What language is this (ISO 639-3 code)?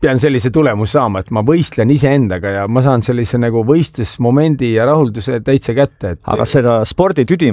est